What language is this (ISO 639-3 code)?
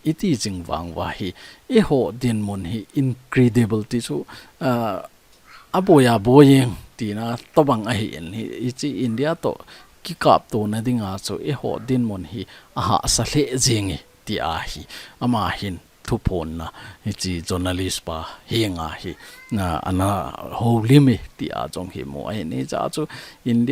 tcz